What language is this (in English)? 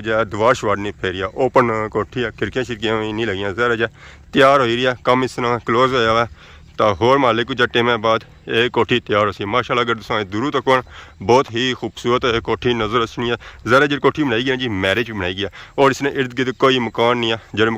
Pahari-Potwari